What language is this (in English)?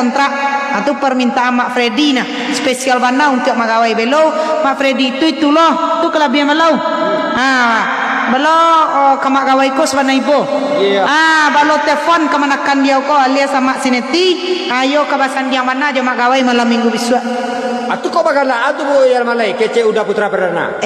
Minangkabau